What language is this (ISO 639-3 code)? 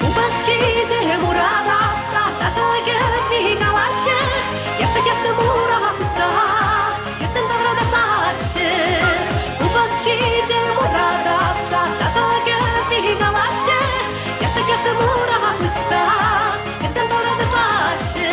chv